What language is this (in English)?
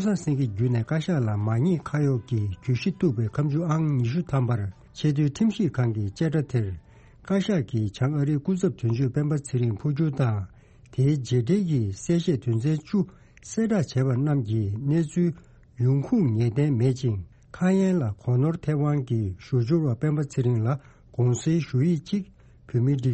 Tibetan